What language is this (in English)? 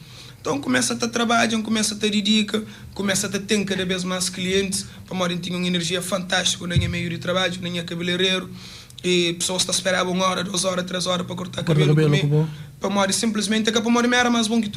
Kabuverdianu